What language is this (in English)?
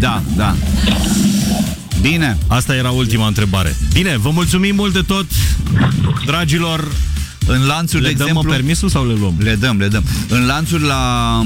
Romanian